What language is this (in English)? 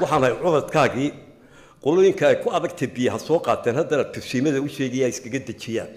Somali